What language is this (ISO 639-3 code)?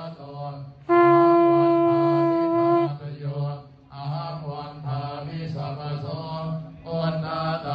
pli